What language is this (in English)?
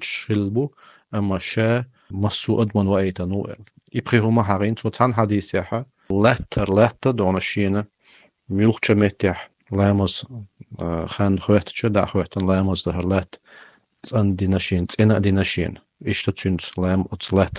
Chechen